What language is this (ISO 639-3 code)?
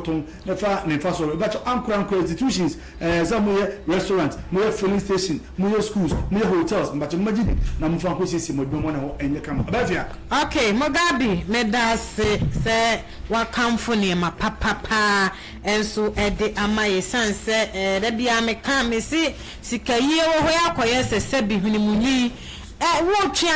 aka